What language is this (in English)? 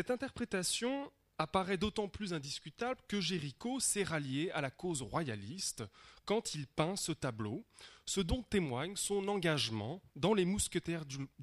French